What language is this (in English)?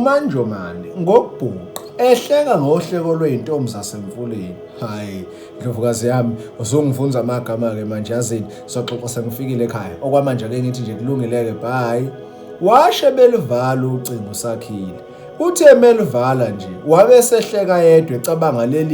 Zulu